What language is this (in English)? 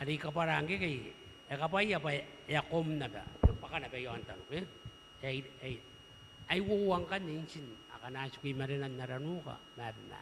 Gilbertese